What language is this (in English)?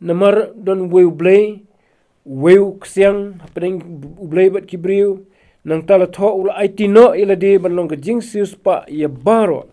Khasi